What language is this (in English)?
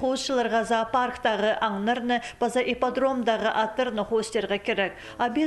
Khakas